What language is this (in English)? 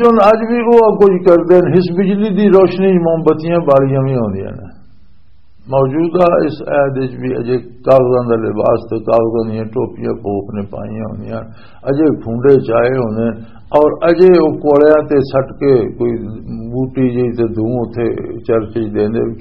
Western Panjabi